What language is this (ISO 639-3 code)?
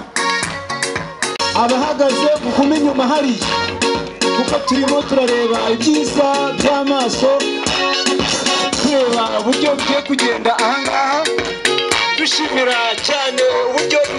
kin